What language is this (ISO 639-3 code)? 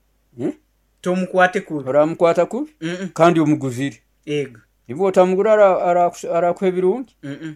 nyo